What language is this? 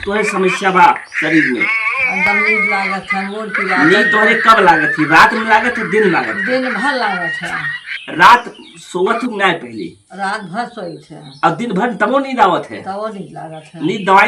Awadhi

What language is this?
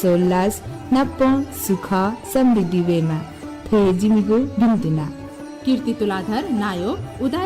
Newari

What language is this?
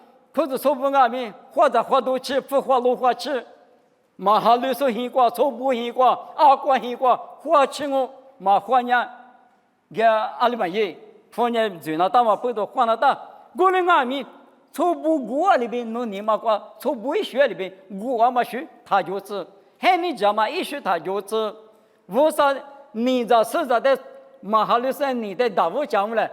Lisu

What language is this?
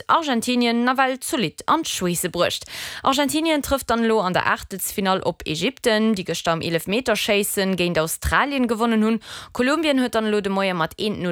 Luxembourgish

